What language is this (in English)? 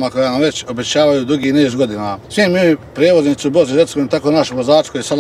Croatian